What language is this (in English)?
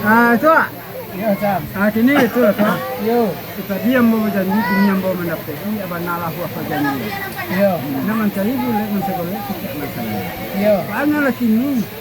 Minangkabau